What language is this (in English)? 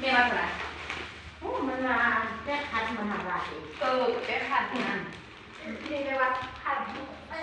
Lao